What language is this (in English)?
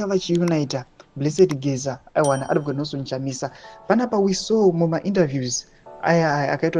Shona